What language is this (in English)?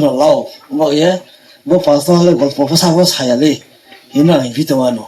Riang (India)